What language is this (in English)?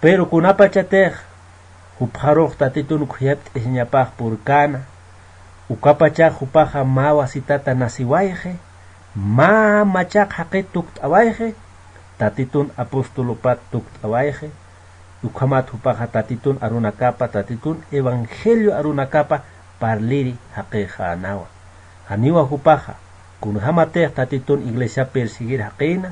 Aymara